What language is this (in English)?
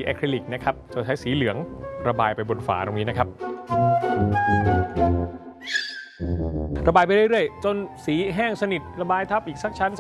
Thai